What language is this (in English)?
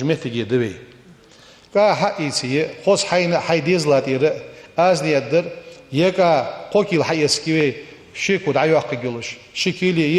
Ingush